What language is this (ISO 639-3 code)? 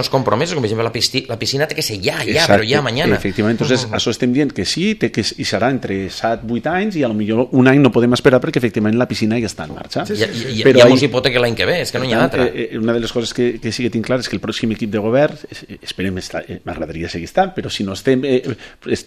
cat